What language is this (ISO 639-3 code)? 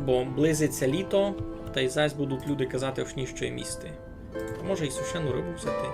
rue